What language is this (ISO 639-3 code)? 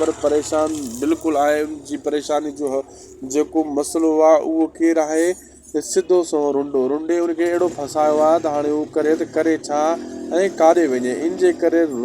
snd